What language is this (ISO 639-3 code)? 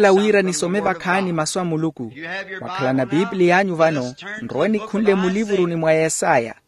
vmw